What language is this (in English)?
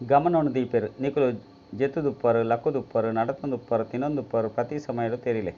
Tulu